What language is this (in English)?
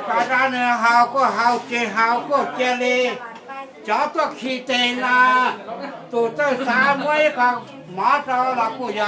Hmong